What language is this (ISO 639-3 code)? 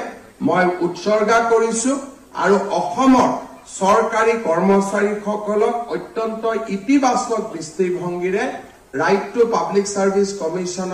asm